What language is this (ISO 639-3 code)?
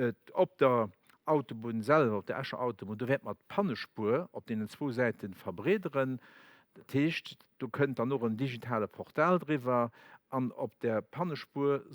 ltz